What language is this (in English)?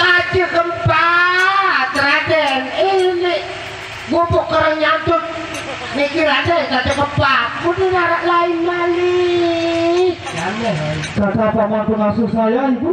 Sasak